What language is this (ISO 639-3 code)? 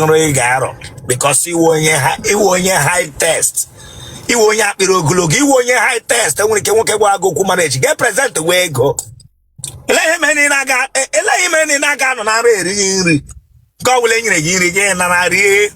ibo